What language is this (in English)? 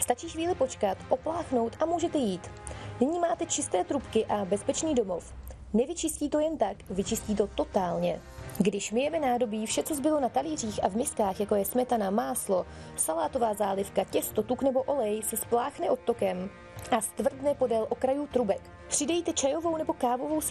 Czech